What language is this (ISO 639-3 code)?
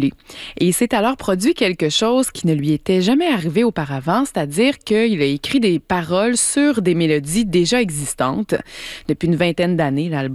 fra